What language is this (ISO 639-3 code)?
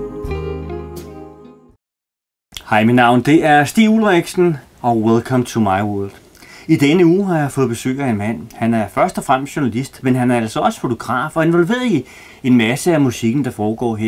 dan